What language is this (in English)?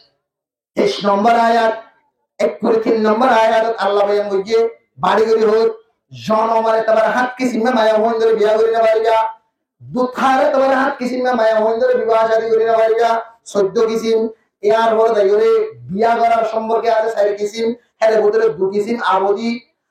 Rohingya